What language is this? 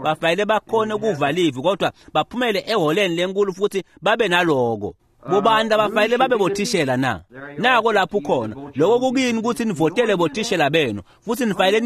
Swati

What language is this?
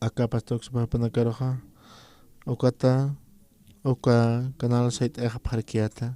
Aymara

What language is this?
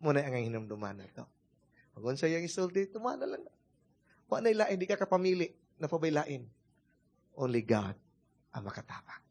Cebuano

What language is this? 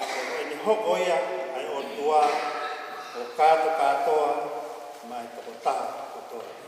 Tongan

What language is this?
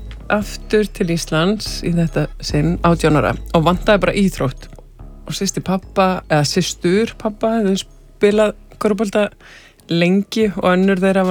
Icelandic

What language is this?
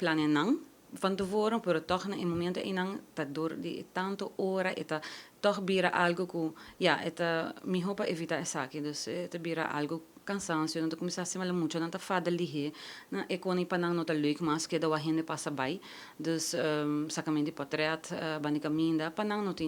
Papiamento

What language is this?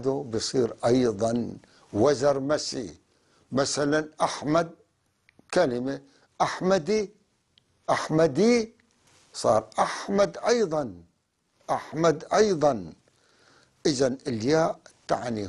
North Levantine Arabic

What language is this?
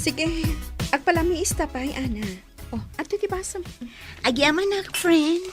Iloko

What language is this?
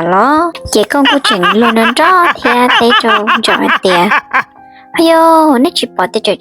Hmong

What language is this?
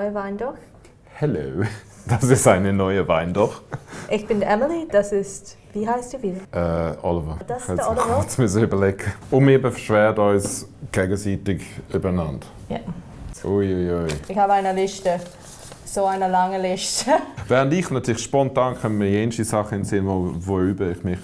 Swiss German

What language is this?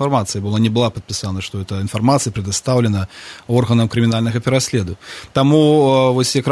Belarusian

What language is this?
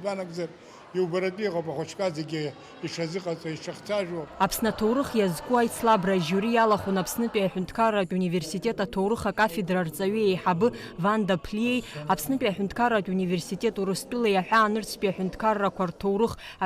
Abkhazian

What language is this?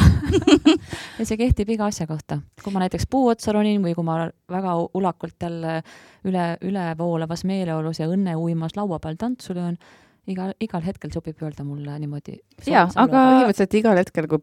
Estonian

